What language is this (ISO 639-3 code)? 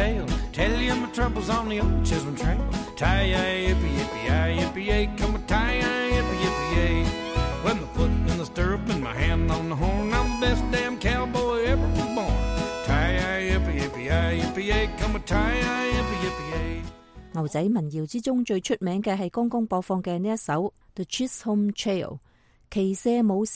yue